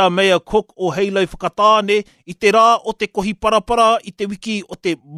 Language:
Māori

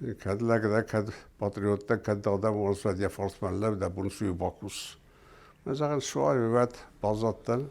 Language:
Ossetic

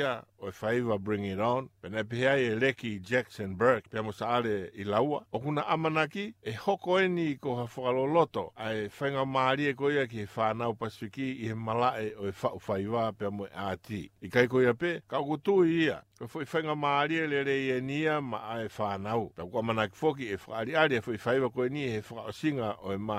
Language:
Tongan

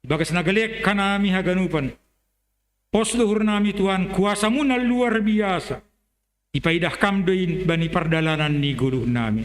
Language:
Batak Simalungun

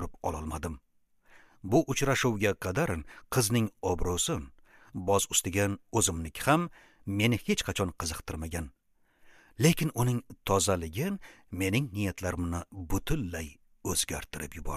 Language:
Uzbek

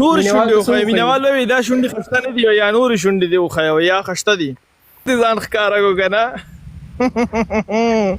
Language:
Pashto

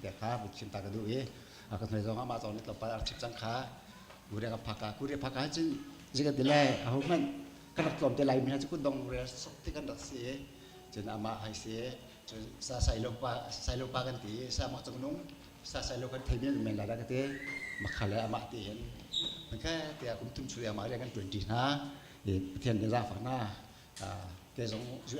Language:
Hakha Chin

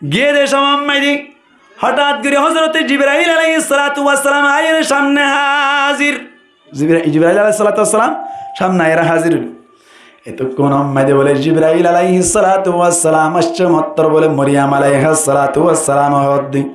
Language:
Rohingya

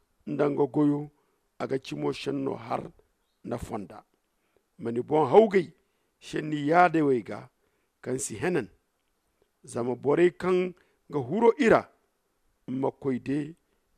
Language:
Zarma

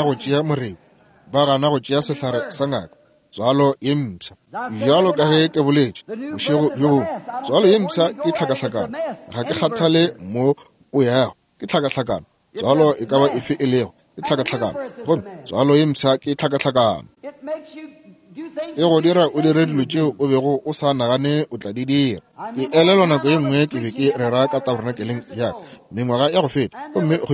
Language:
Northern Sotho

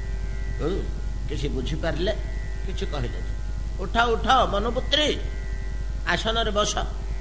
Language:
Odia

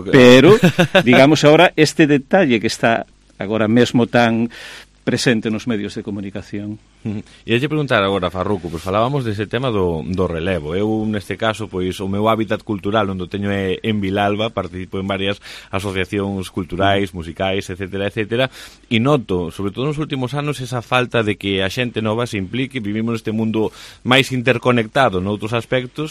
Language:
Galician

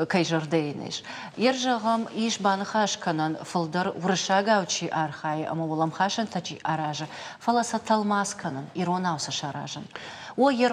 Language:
Ossetic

